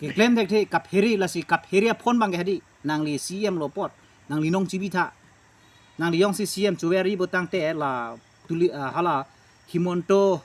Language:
Karbi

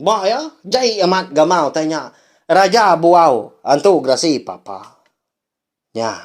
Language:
Iban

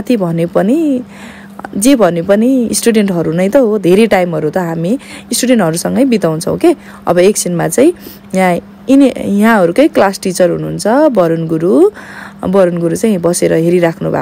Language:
Nepali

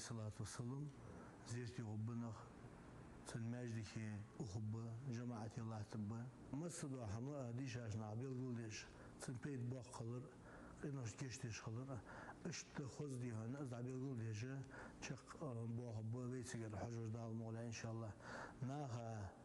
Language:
Ingush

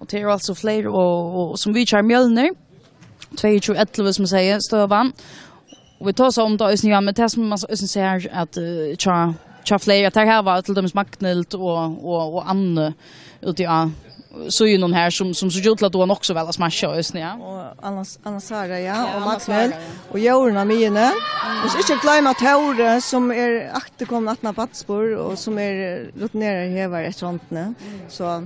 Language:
Faroese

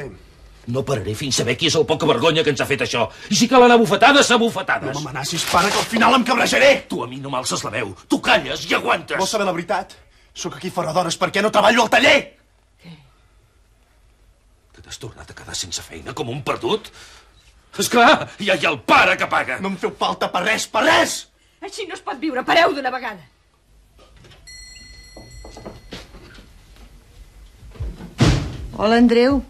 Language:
Catalan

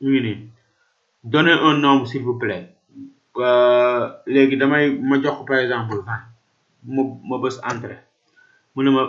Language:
Wolof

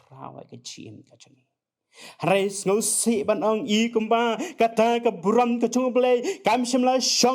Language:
Khasi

